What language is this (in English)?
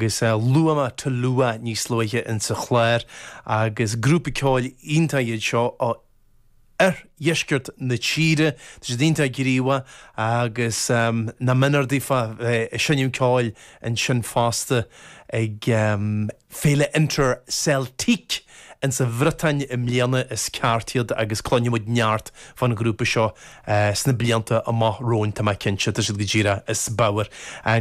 Irish